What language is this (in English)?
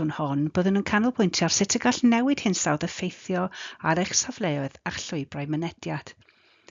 Welsh